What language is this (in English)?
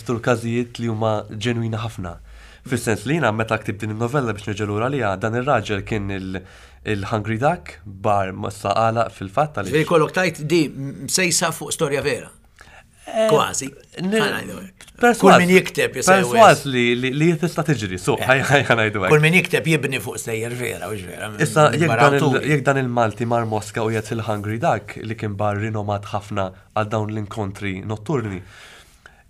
Maltese